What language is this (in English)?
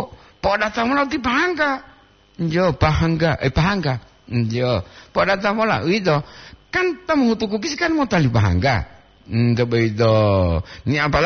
Gorontalo